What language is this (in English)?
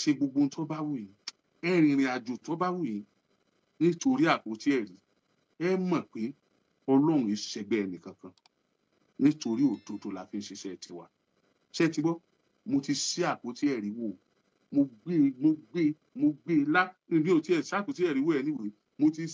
Yoruba